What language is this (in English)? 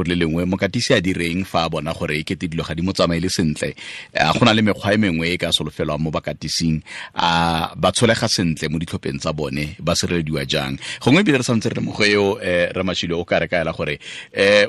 Tswana